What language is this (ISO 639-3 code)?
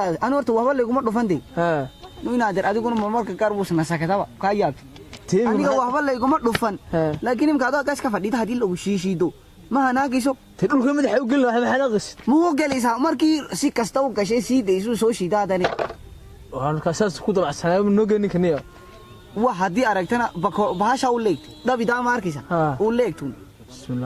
som